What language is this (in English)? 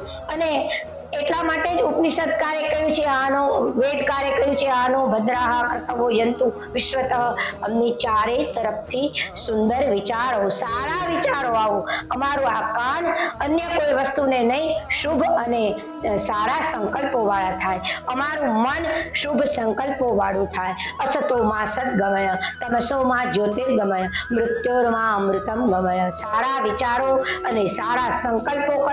Gujarati